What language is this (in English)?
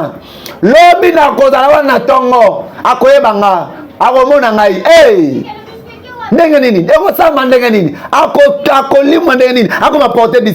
Lingala